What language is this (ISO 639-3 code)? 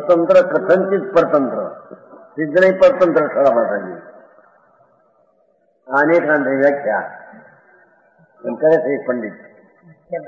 guj